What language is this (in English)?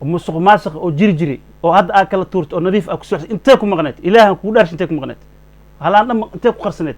Somali